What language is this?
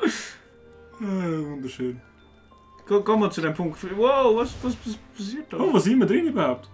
Swiss German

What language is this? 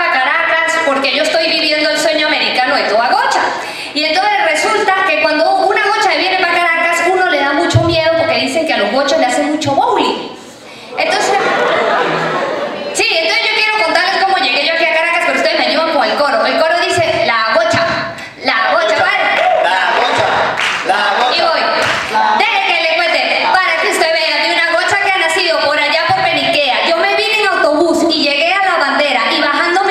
Spanish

